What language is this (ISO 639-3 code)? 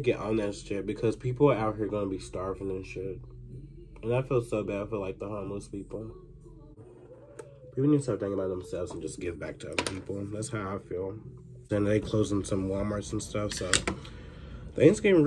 eng